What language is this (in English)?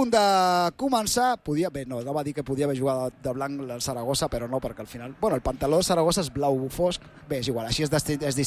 Catalan